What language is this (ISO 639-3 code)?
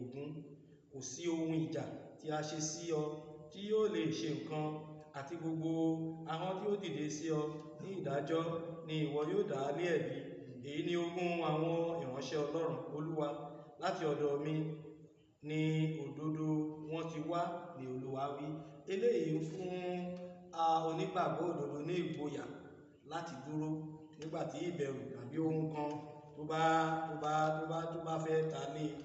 yor